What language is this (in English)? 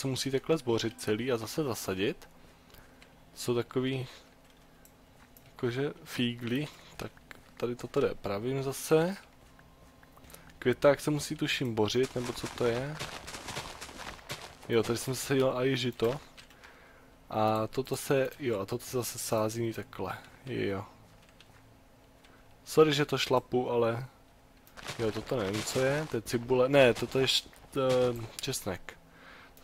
Czech